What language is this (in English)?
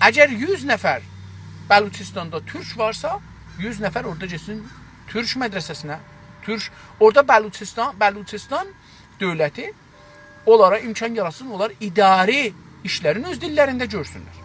South Azerbaijani